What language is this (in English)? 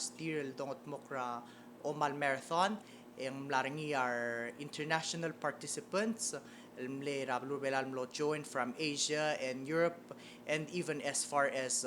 Palauan